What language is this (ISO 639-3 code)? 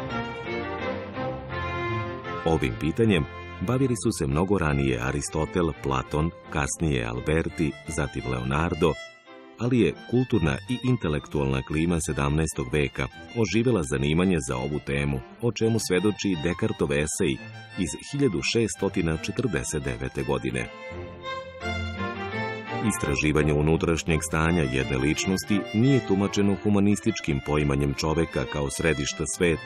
srp